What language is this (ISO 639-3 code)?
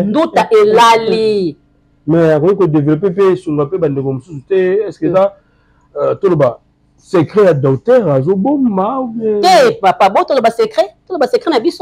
lin